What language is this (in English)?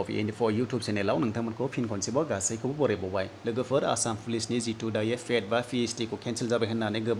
Bodo